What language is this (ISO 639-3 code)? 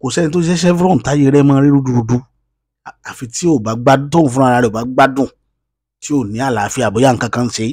yor